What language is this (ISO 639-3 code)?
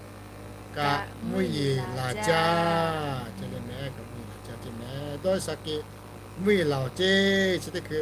lhu